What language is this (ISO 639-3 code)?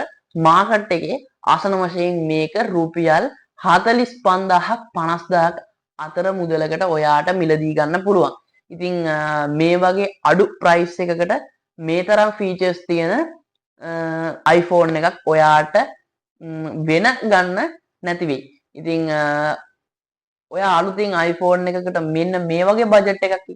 sin